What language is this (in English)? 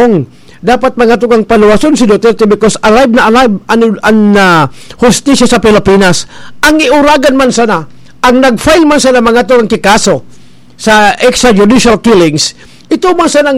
Bikol